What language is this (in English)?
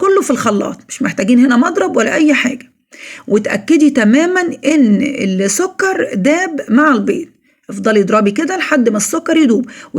Egyptian Arabic